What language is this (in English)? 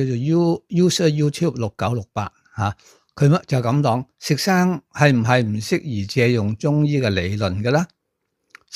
Cantonese